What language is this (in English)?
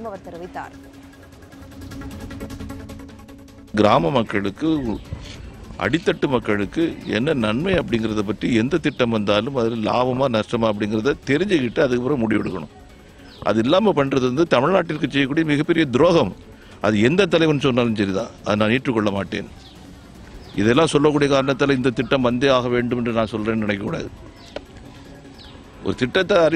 Tamil